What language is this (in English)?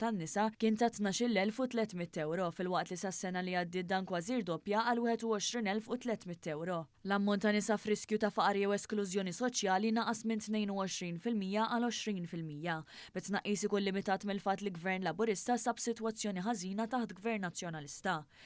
Maltese